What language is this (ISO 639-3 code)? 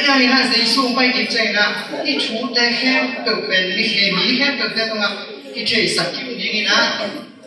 ctd